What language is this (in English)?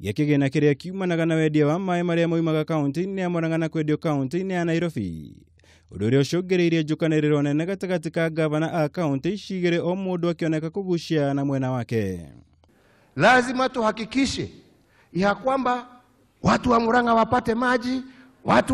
Kikuyu